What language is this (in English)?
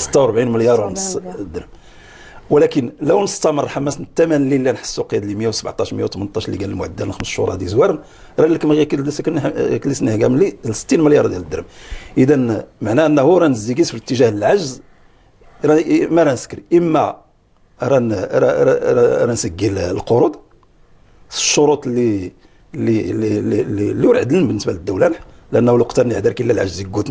Moroccan Arabic